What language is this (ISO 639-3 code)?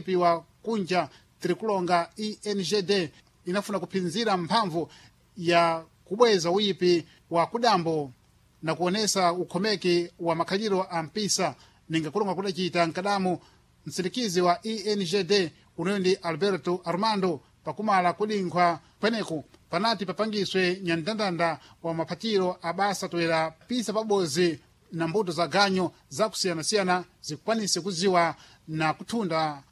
seh